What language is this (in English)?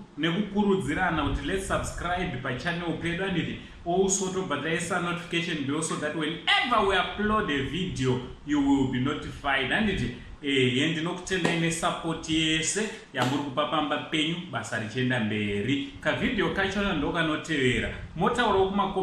Shona